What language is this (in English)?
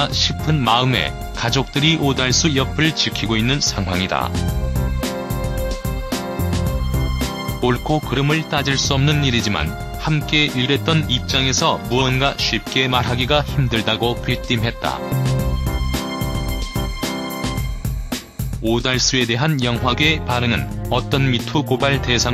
Korean